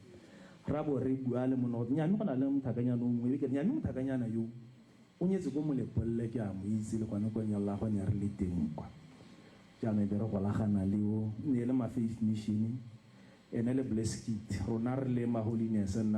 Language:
Tswana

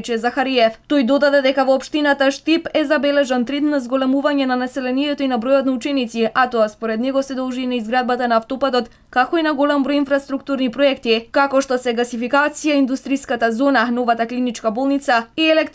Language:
Macedonian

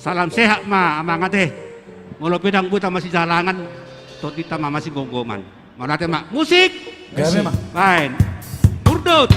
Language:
Batak Toba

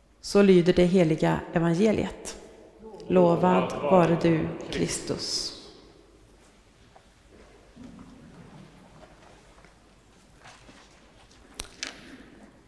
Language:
Swedish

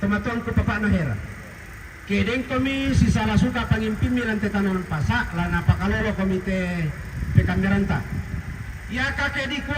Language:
Toraja-Sa'dan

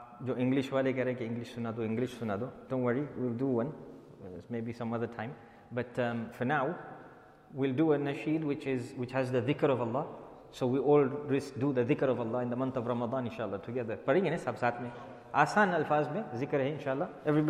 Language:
Urdu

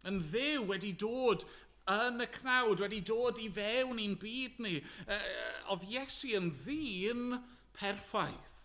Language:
Welsh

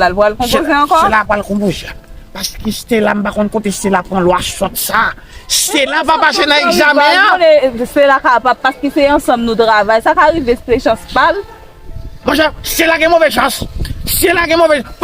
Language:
Haitian Creole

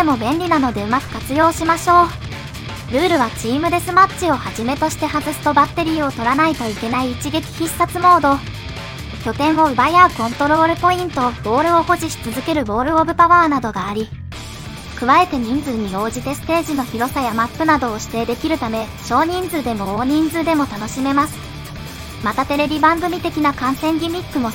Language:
Japanese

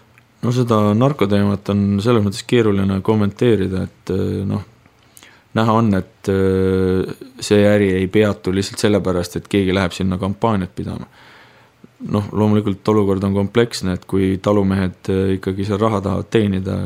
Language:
Estonian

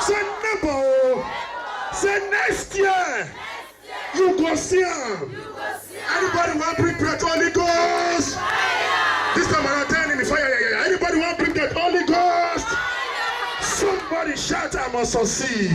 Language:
Nigerian Pidgin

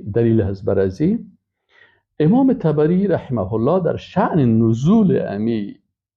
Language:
Persian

